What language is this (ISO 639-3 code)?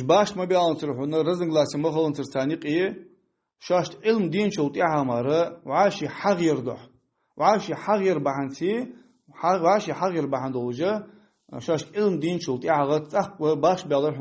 inh